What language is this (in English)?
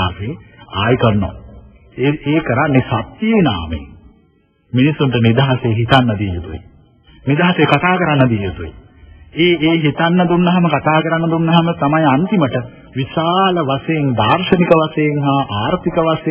Sinhala